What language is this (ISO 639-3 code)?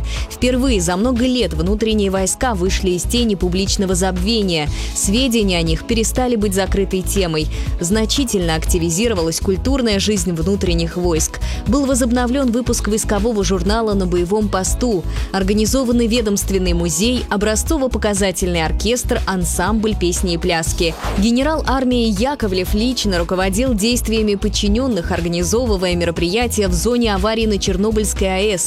rus